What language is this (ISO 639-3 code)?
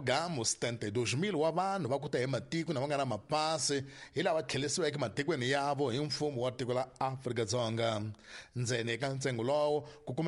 tso